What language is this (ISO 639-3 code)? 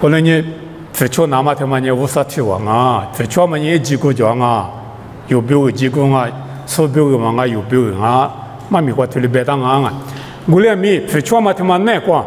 lis